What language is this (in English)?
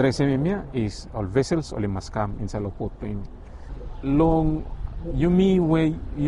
Bislama